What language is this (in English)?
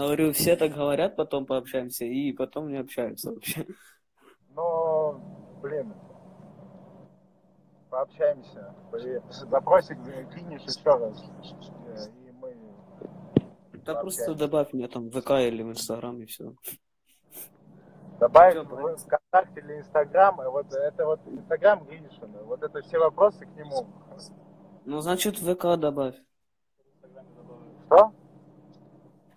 Russian